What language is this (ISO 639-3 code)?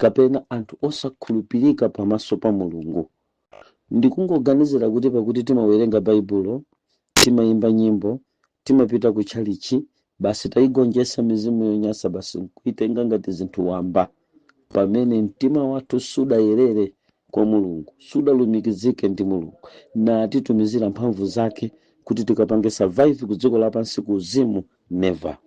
nya